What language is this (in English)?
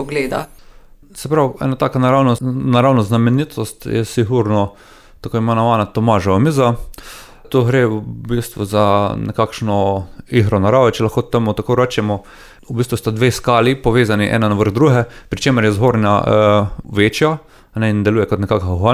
Slovenian